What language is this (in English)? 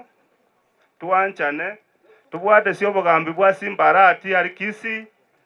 Gusii